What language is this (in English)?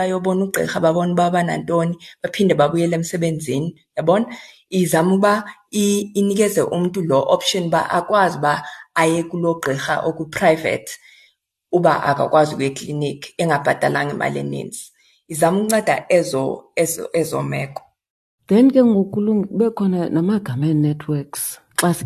Xhosa